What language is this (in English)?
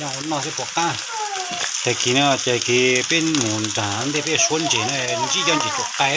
Hmong